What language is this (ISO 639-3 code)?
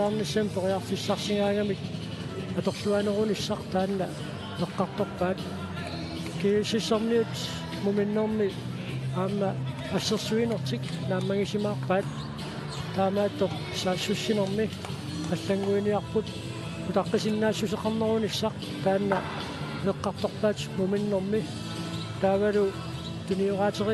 kal